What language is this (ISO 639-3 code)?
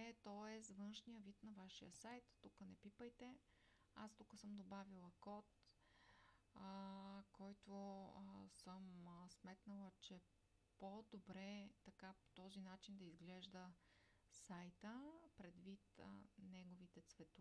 bul